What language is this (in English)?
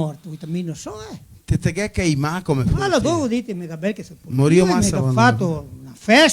Venetian